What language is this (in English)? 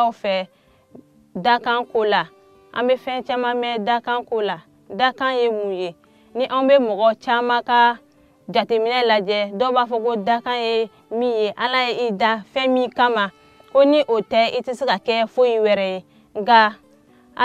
Bambara